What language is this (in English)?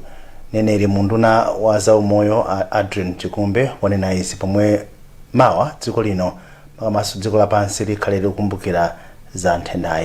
Nyanja